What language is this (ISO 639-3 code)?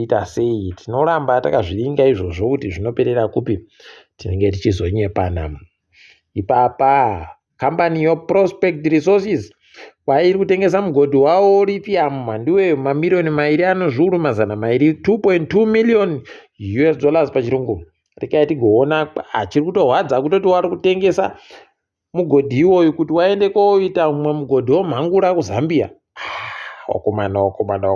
ndc